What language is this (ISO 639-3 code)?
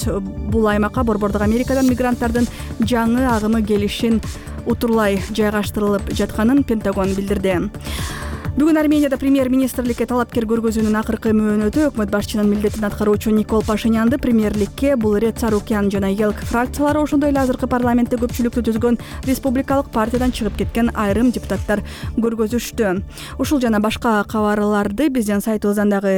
kir